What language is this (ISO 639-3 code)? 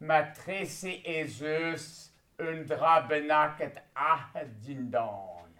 bre